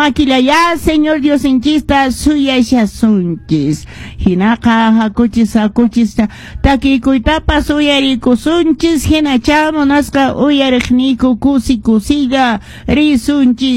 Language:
Quechua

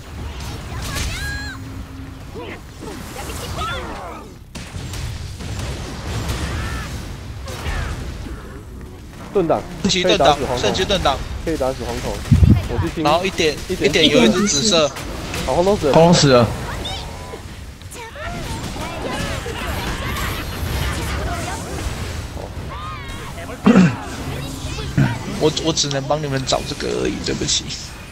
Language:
Chinese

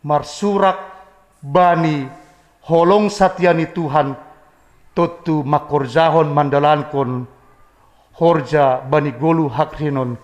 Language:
Batak Simalungun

